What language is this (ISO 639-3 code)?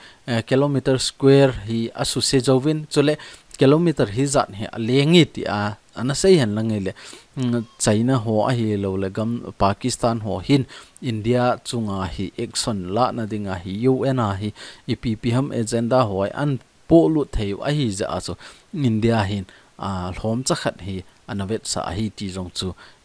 tcz